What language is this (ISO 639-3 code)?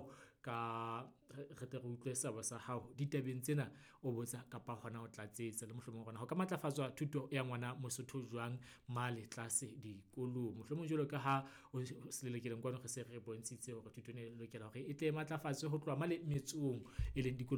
sot